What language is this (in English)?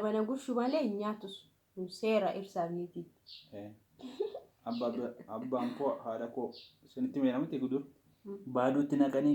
Oromo